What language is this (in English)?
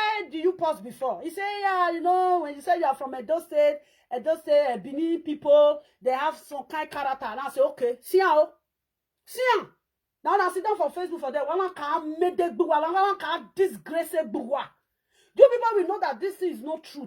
Nigerian Pidgin